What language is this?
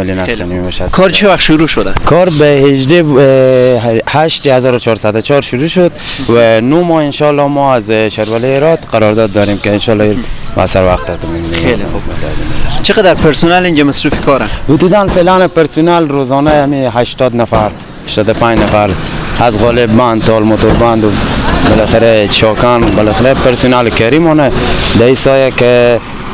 Persian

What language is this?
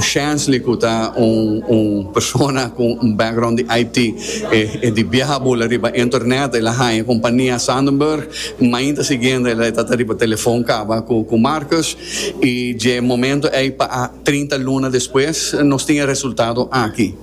Papiamento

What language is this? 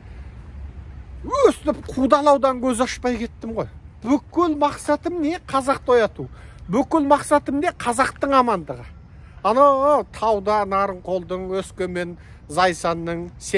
Kazakh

